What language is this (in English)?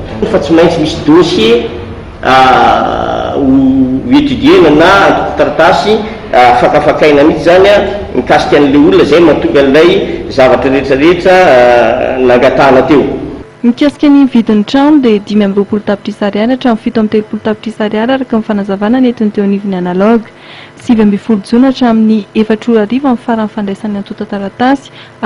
Malagasy